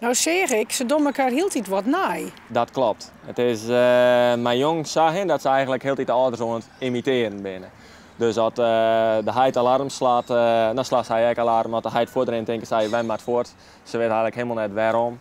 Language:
Western Frisian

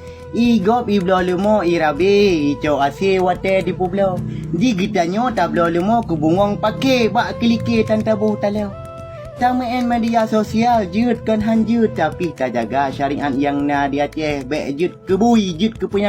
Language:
Achinese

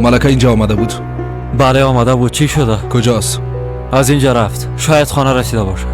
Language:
Persian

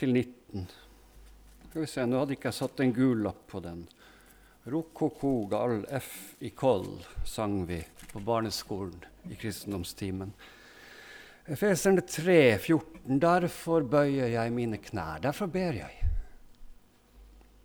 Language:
Norwegian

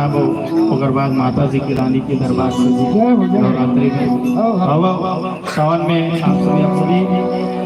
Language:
Chhattisgarhi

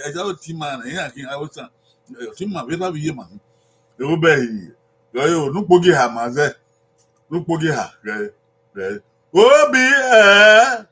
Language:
Bini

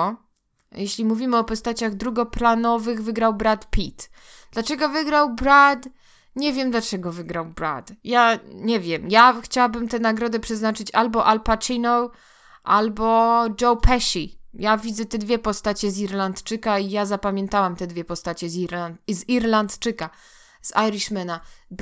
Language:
Polish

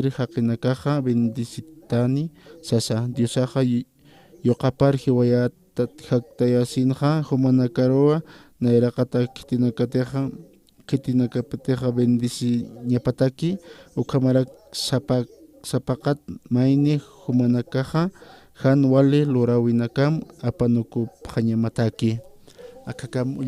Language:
Aymara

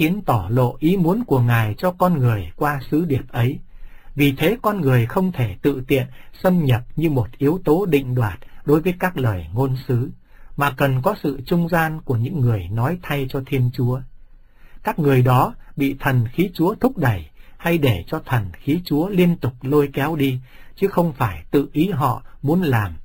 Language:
Vietnamese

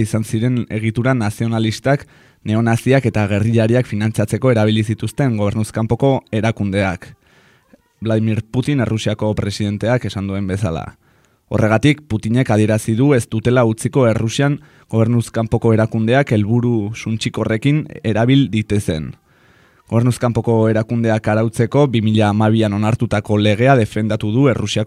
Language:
Basque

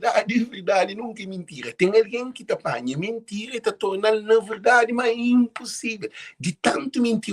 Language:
Kabuverdianu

